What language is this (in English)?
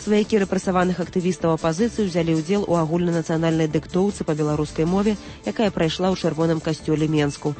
Belarusian